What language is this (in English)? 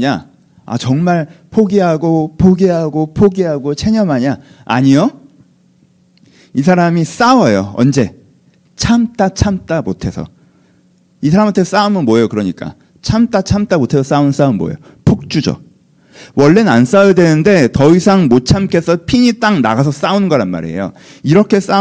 Korean